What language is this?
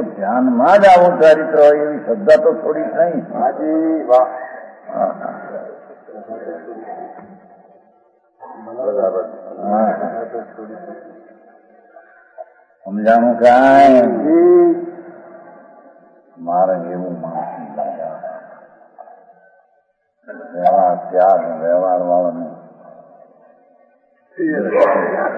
Gujarati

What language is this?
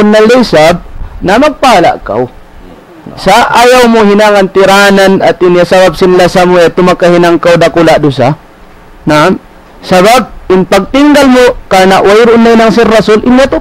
Tausug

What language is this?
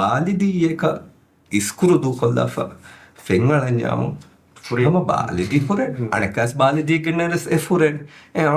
Divehi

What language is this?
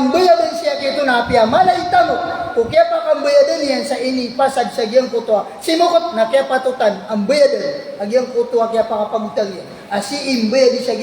Maranao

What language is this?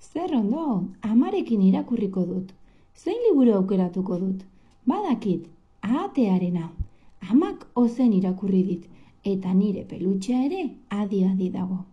Basque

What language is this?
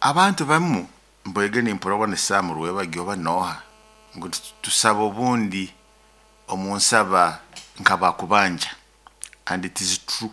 Nyoro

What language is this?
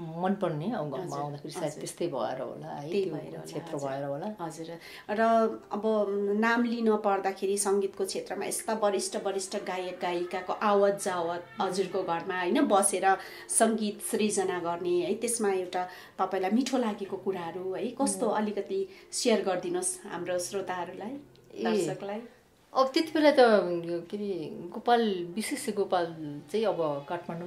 Nepali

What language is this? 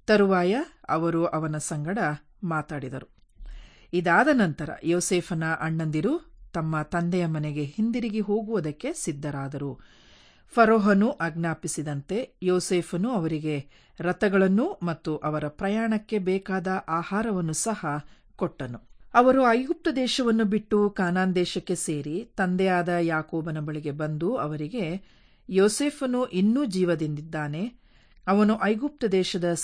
Kannada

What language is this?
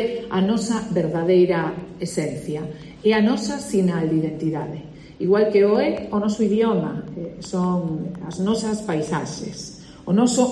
Galician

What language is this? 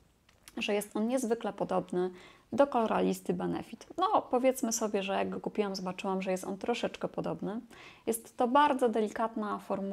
Polish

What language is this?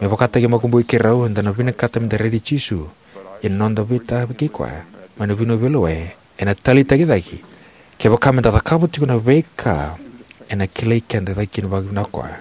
Fijian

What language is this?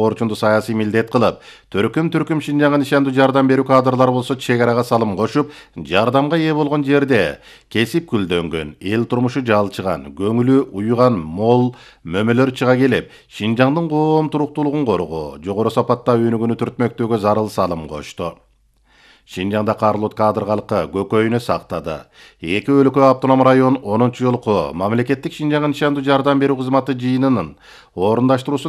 Kyrgyz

